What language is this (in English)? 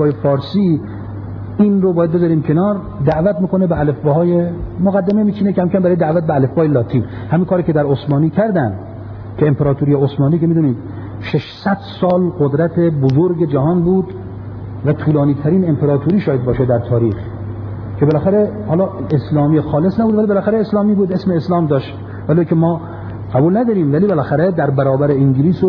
Persian